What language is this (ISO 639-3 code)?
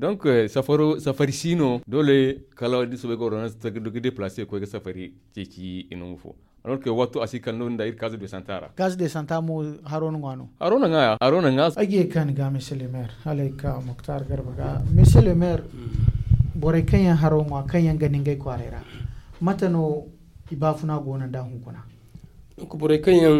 dje